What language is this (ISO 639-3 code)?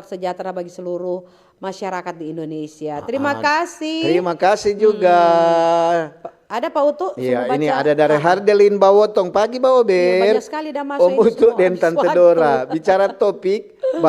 xmm